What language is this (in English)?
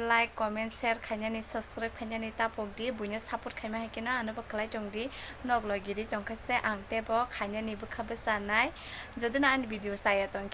Kok Borok